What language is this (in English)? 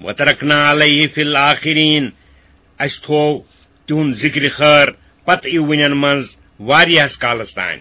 Kashmiri